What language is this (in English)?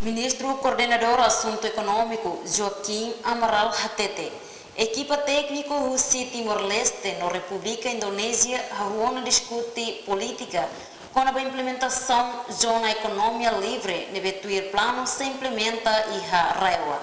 Tetum